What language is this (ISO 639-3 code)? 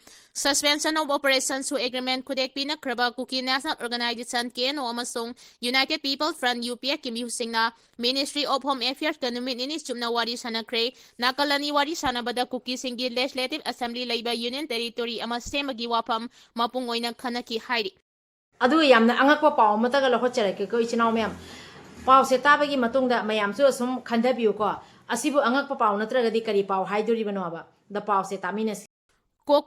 mni